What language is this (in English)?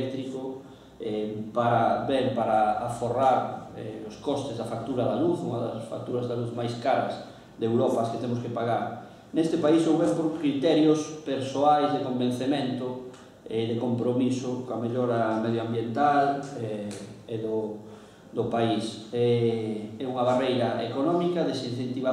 Galician